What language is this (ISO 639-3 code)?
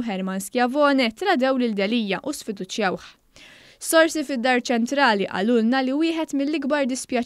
mlt